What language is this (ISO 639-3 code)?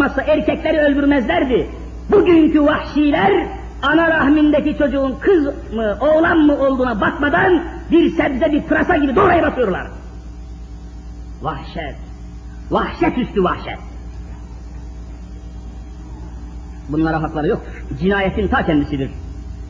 tur